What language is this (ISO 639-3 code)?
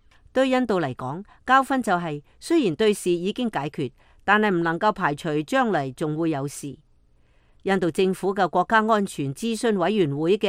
yue